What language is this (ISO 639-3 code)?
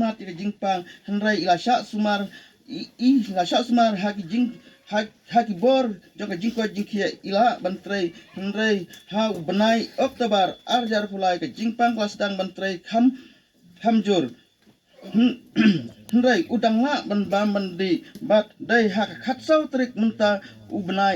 kha